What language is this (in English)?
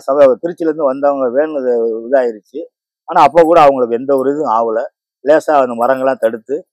Tamil